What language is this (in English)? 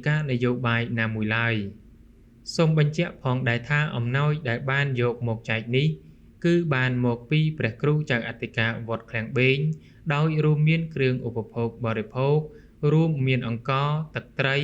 Khmer